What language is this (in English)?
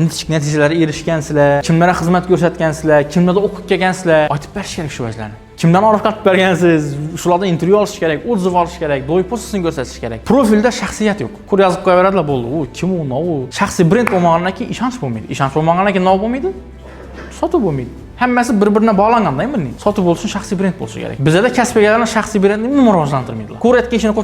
Uzbek